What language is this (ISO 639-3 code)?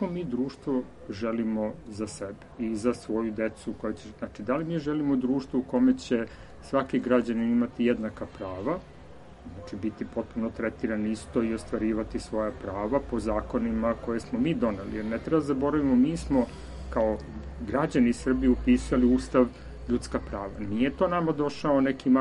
srp